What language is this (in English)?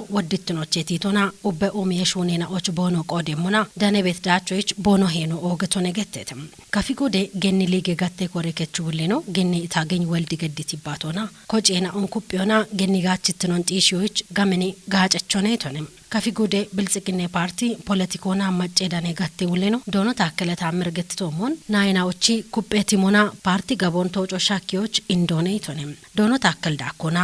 Kafa